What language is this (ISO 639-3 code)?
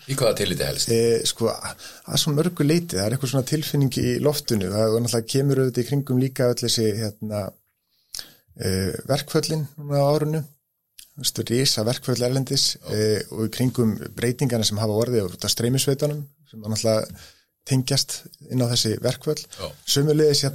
isl